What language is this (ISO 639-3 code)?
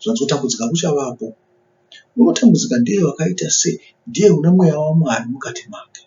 sna